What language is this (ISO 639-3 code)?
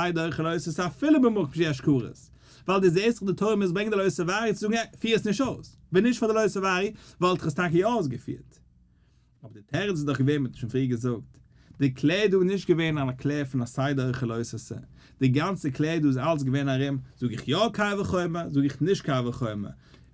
yid